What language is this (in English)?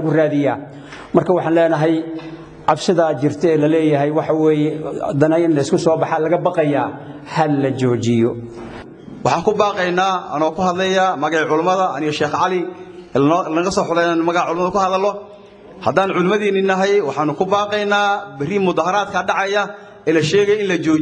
Somali